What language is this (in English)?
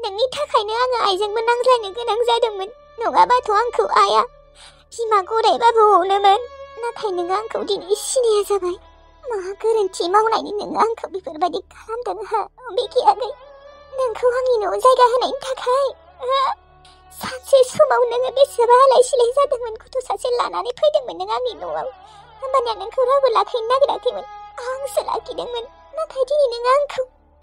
Bodo